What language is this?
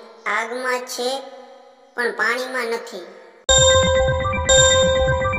Gujarati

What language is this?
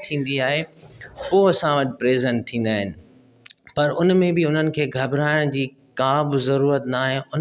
Sindhi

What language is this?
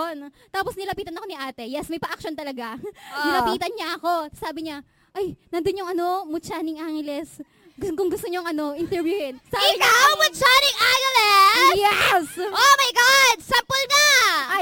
Filipino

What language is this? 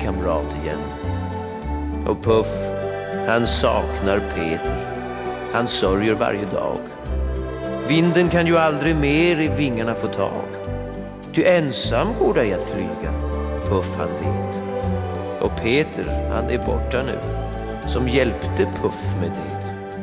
Swedish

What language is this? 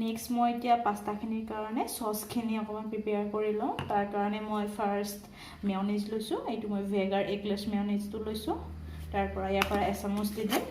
Assamese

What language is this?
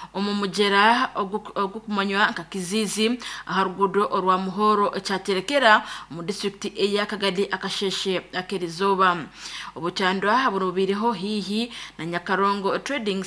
Nyankole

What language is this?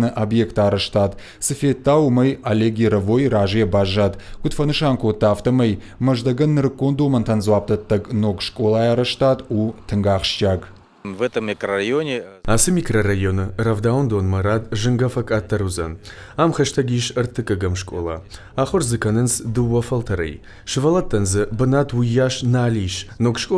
Ossetic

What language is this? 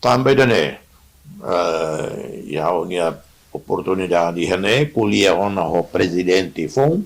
Tetum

